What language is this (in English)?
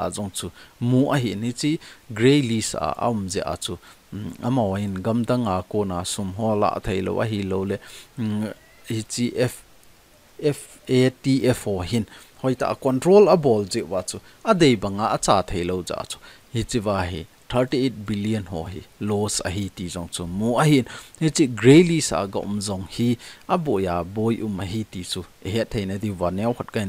Thado Chin